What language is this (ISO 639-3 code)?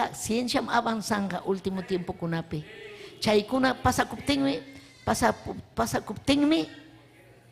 quy